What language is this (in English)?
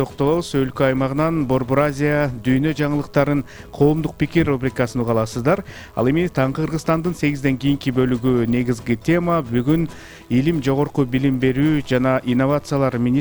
Kyrgyz